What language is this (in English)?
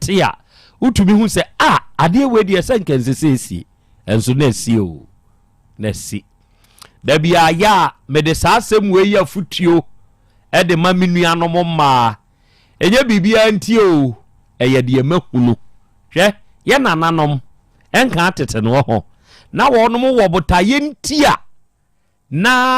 Akan